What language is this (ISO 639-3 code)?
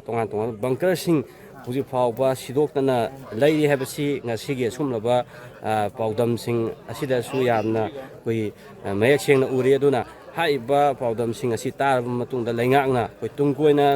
mni